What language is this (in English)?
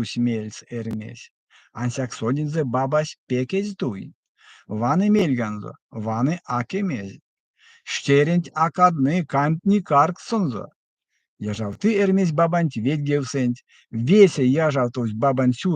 Erzya